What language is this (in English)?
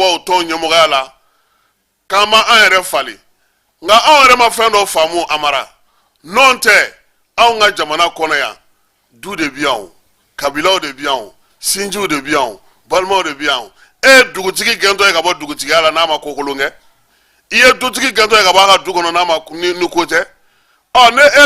Bambara